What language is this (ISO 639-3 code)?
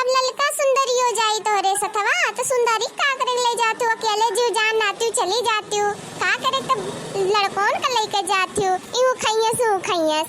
awa